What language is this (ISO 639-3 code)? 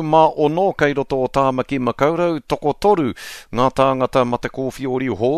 mri